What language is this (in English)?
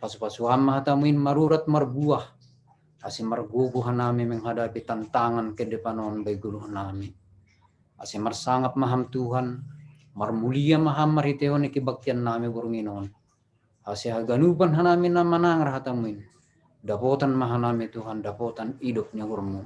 Batak Simalungun